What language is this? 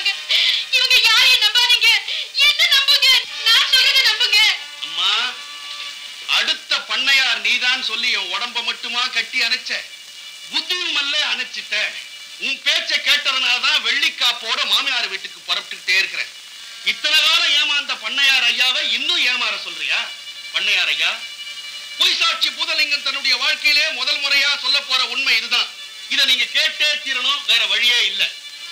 Tamil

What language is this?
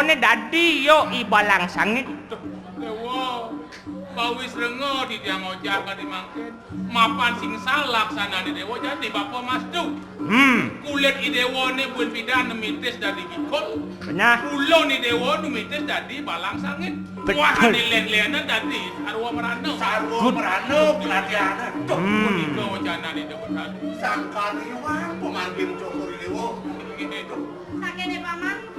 Balinese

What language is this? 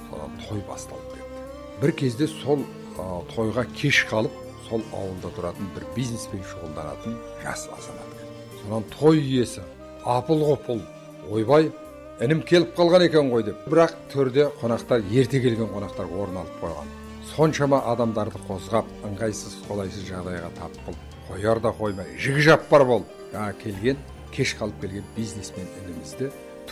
Kazakh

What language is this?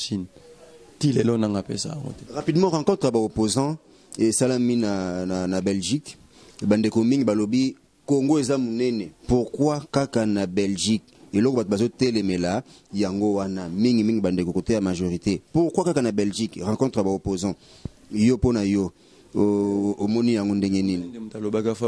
Lingala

